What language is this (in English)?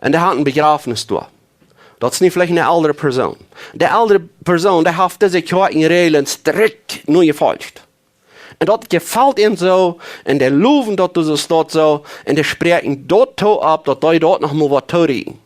Plautdietsch